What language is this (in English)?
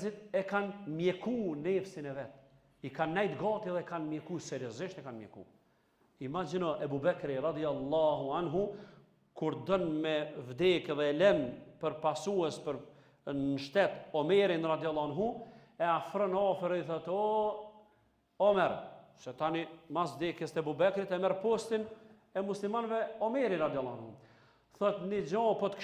Albanian